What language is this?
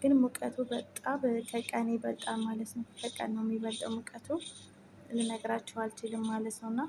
Amharic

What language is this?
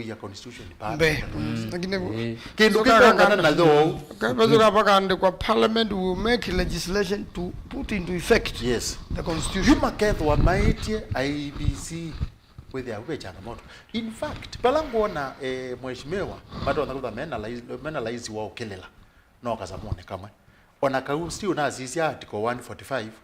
Kamba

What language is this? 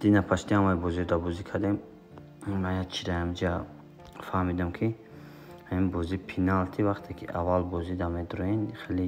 Tajik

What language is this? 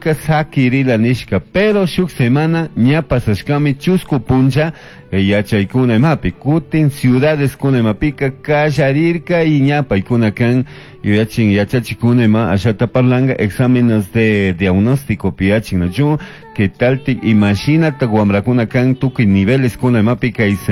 Chimborazo Highland Quichua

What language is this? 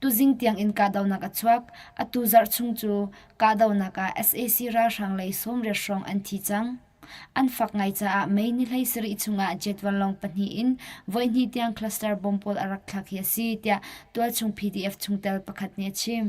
Hakha Chin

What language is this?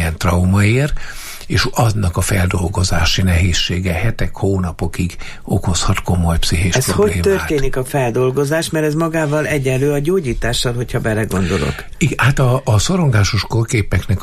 Hungarian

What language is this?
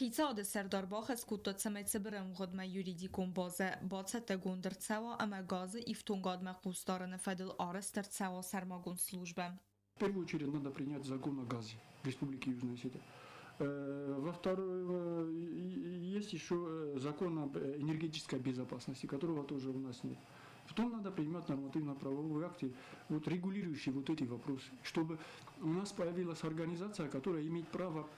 Ossetic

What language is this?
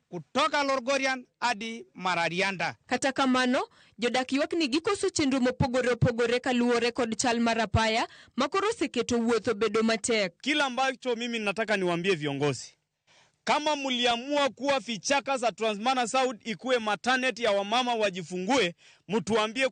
Luo (Kenya and Tanzania)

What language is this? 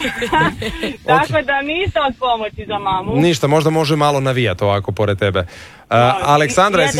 Croatian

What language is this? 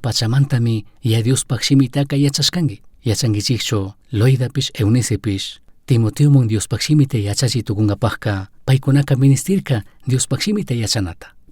Chimborazo Highland Quichua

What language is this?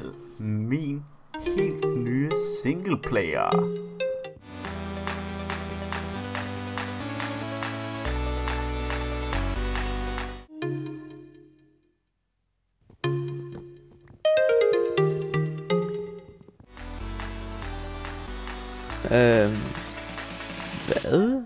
Danish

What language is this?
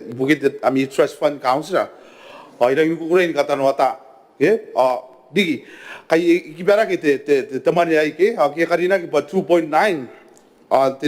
Gilbertese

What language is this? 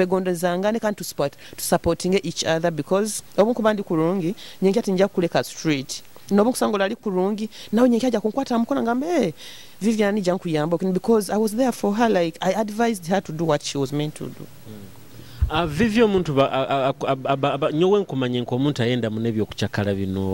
Nyoro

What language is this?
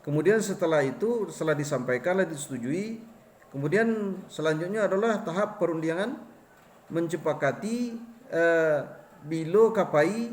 Minangkabau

